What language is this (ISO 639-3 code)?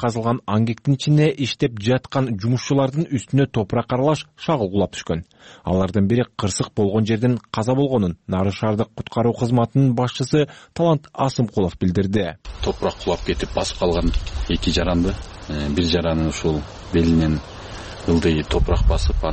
kir